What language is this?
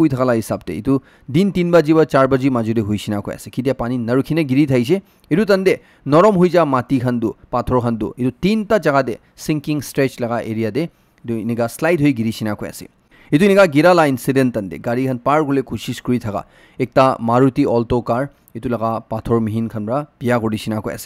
Naga Pidgin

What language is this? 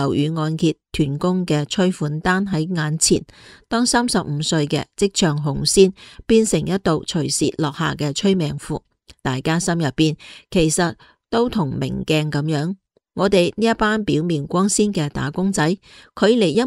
Cantonese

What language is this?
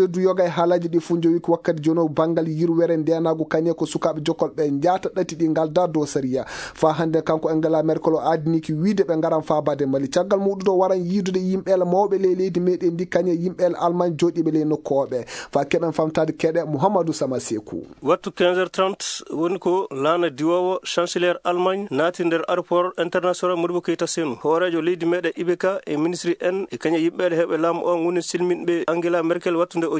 Fula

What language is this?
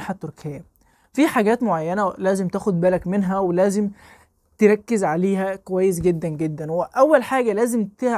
Egyptian Arabic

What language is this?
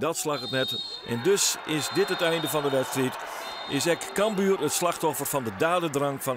Western Frisian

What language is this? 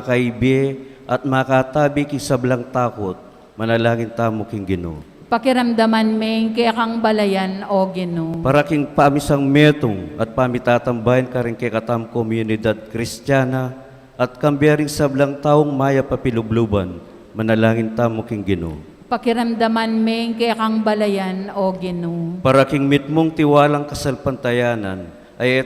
Pampanga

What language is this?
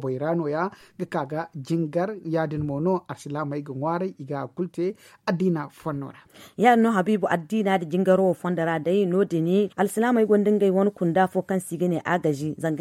Zarma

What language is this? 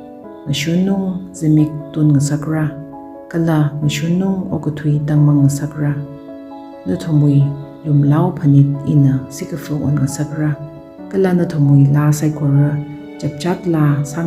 Tangkhul Naga (India)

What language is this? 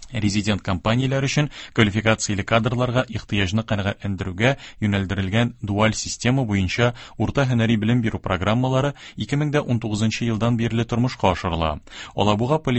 Tatar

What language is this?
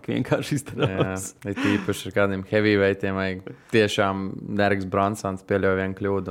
Latvian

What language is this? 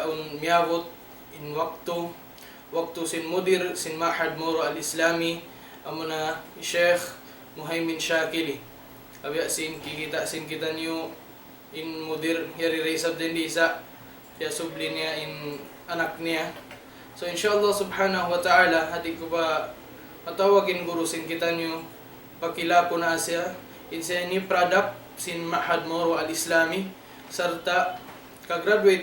Tausug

